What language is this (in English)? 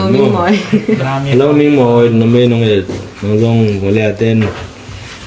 Tedim Chin